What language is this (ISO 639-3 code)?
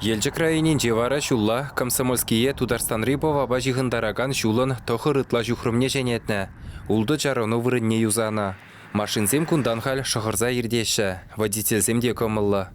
chv